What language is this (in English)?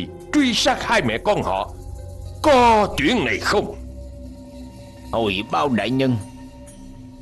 Vietnamese